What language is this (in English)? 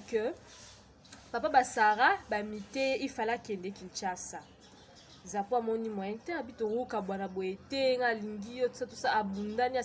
Lingala